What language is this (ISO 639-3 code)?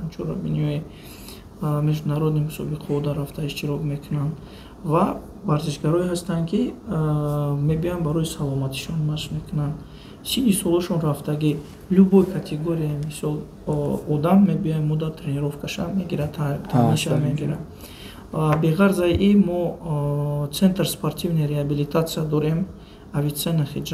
tgk